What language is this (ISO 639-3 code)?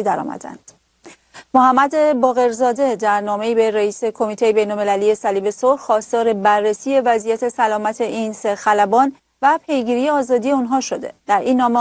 fas